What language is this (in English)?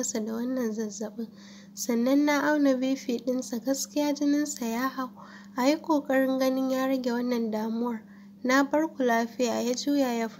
Hausa